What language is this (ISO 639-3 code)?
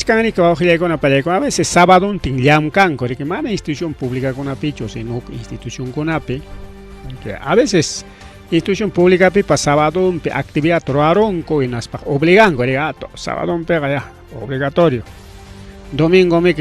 quy